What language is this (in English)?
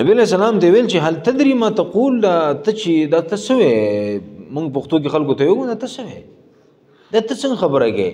Pashto